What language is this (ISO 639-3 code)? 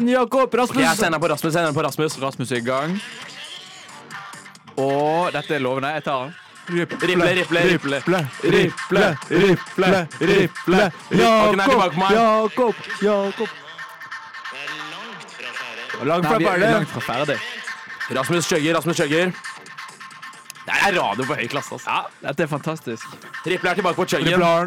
nor